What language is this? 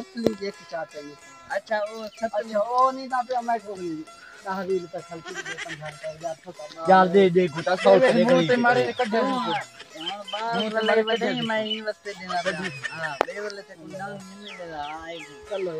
Saraiki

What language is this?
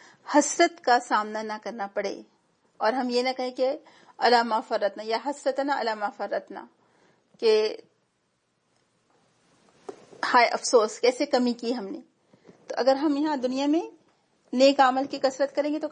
Urdu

